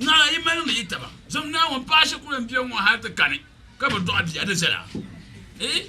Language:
Dagbani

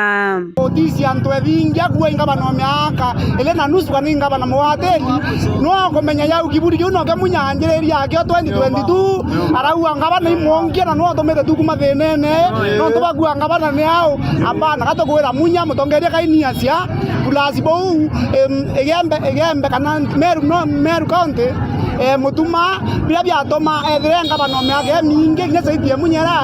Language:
Meru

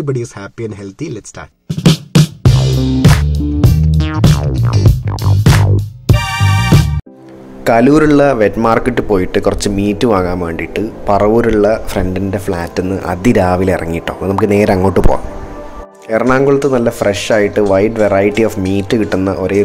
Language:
Malayalam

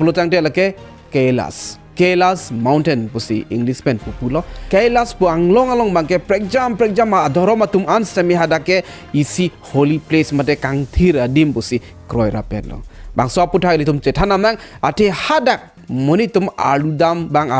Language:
Karbi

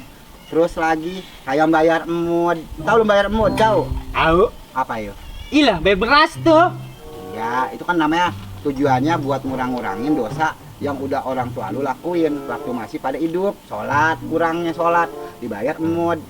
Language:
Betawi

